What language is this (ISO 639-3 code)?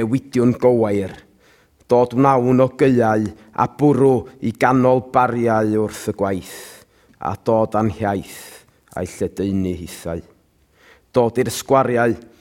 cym